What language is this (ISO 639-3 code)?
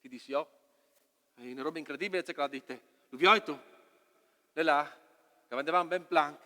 fur